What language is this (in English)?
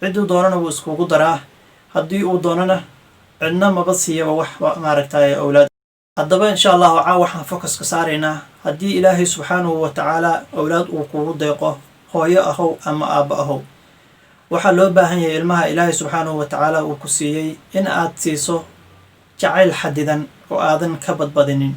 Somali